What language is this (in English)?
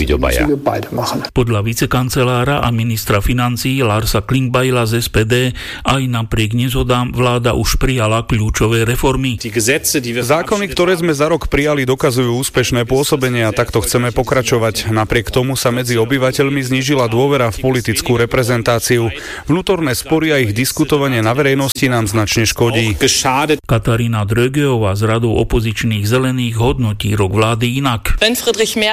Slovak